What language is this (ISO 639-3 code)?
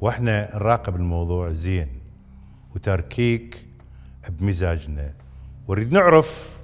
acm